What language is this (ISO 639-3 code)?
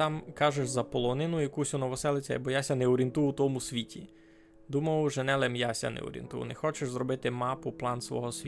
rue